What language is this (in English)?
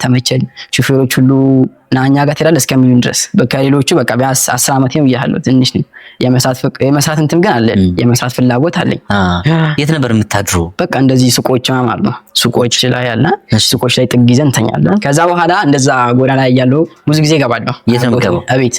Amharic